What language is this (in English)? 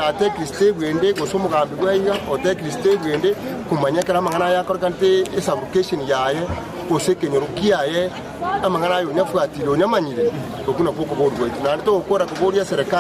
Gusii